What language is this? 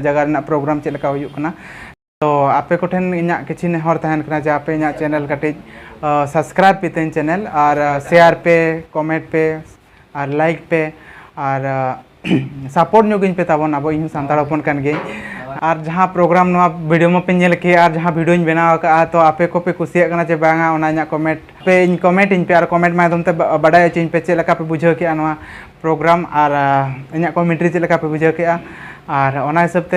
Santali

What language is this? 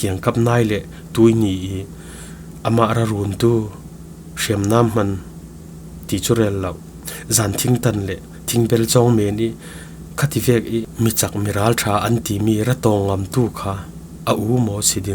Falam Chin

